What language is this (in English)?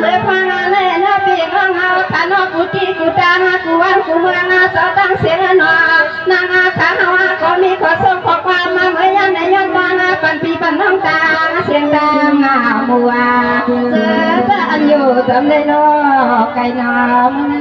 Shan